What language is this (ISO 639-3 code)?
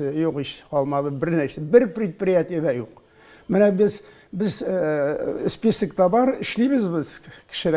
tat